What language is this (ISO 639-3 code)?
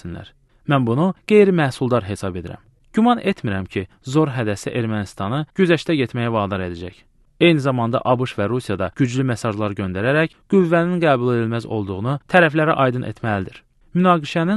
aze